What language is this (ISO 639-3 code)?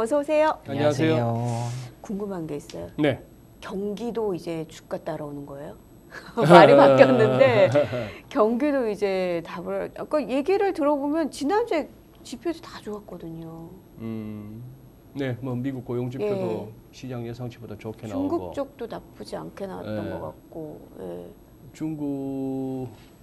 kor